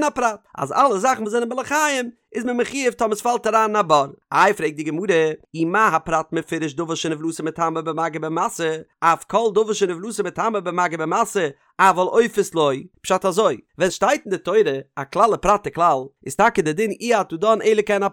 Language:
Yiddish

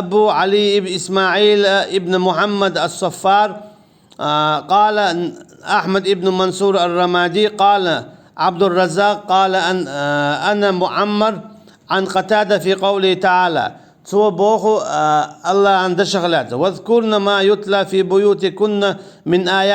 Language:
Chechen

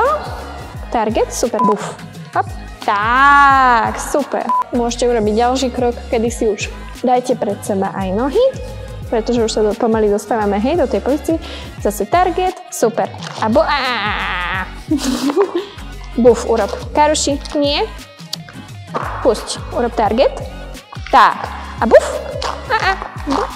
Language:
Slovak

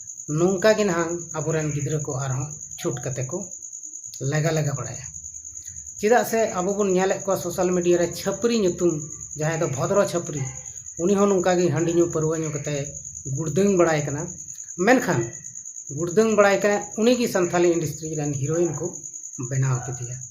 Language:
Santali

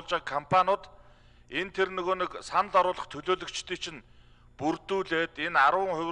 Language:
Mongolian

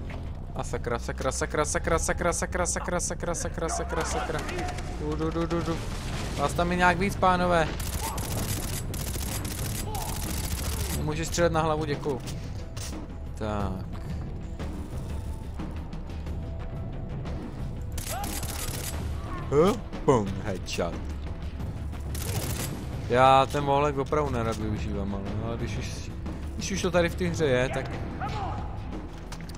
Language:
Czech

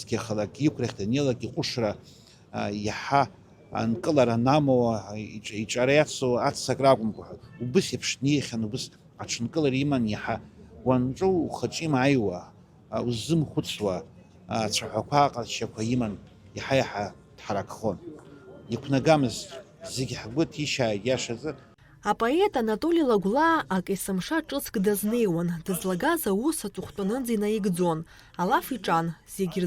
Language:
Abkhazian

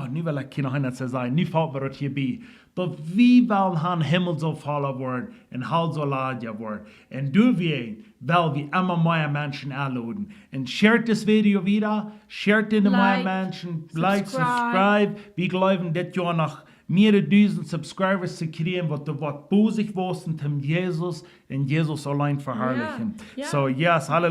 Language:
Plautdietsch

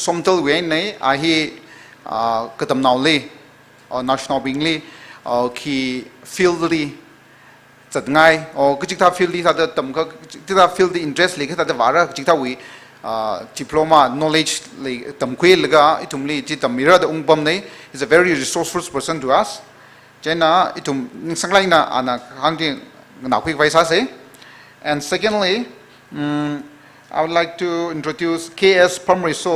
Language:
Tangkhul Naga (India)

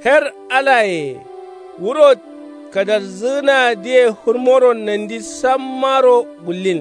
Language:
Kanuri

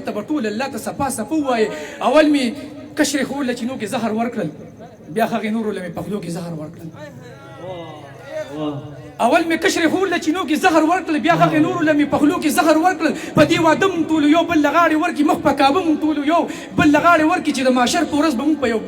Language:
Pashto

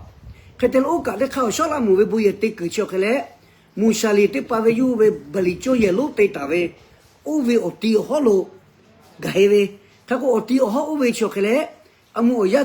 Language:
Lahu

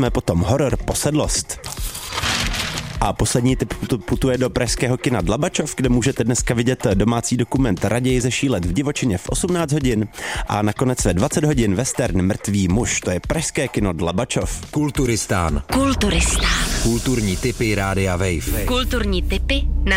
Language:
Czech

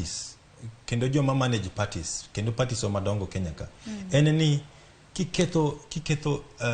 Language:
Luo (Kenya and Tanzania)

